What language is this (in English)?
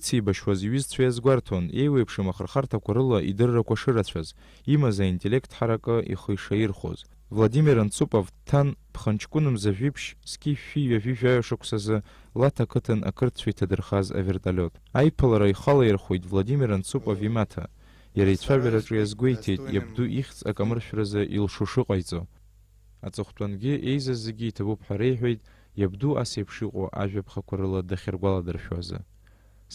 Abkhazian